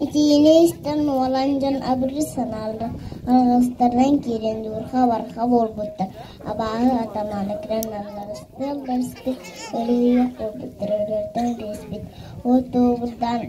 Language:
Yakut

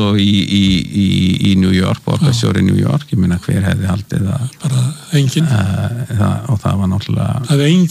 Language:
Icelandic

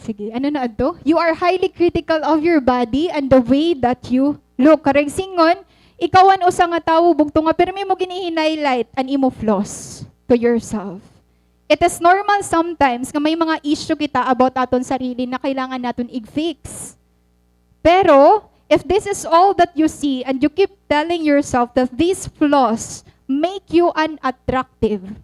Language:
Waray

